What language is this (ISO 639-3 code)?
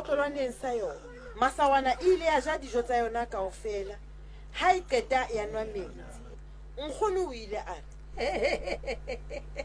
sot